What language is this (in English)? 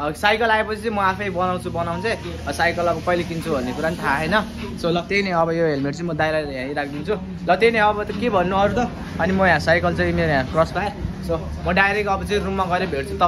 Nepali